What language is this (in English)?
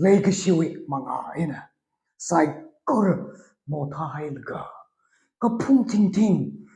Tangkhul Naga (India)